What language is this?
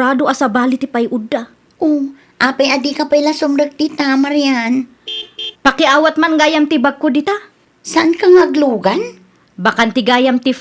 Iloko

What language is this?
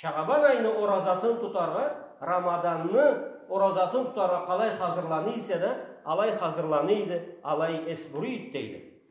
Karachay-Balkar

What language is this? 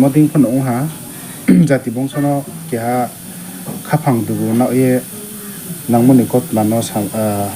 Riang (India)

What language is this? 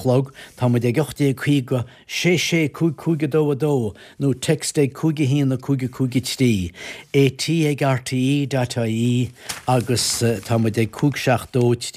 Irish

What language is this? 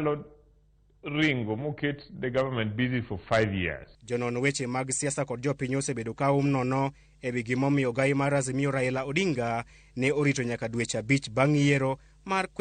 Luo (Kenya and Tanzania)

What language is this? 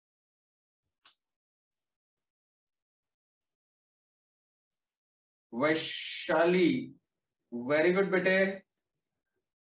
Hindi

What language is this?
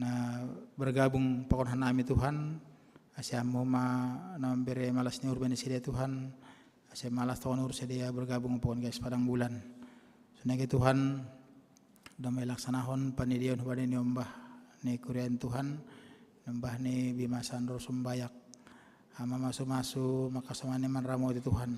Batak Simalungun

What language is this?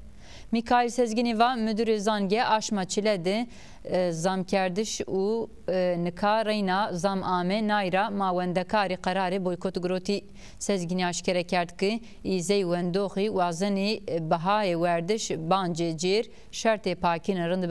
Zaza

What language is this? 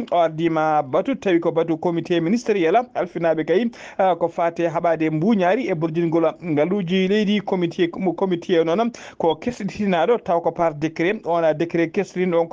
Fula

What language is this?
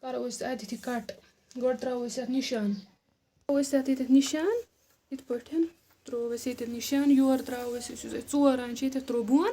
Kashmiri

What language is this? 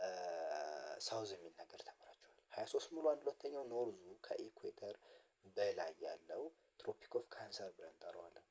Amharic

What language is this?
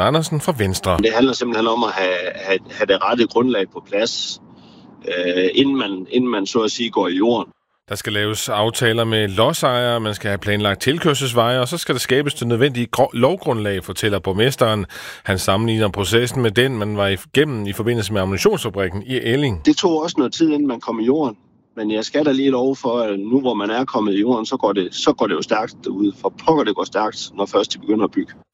Danish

